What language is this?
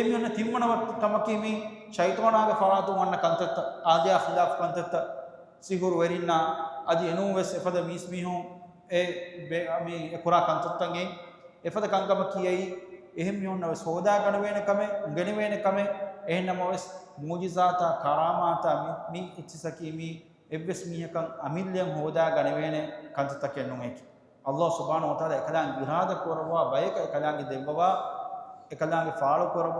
Divehi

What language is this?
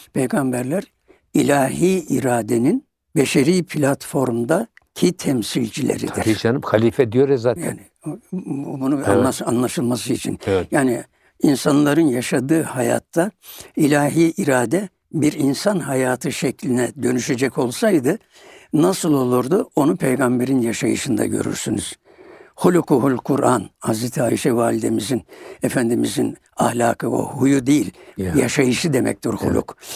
Turkish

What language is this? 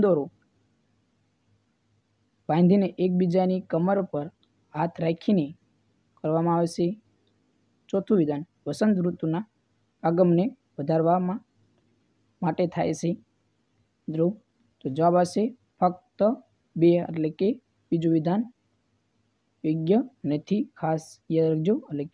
Gujarati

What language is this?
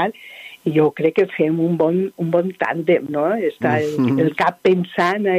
Catalan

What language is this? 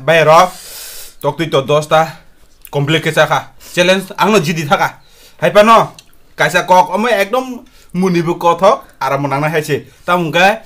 Kok Borok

